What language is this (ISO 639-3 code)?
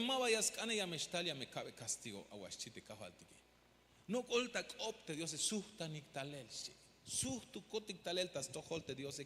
tzh